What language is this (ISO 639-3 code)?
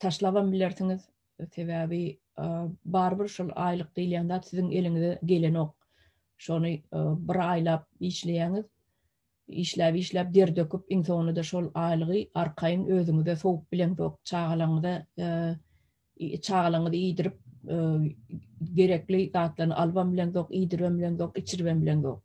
tuk